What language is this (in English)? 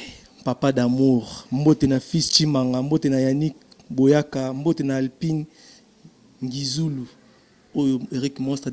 Lingala